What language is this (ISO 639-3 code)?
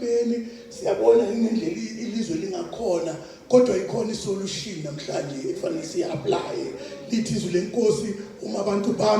zul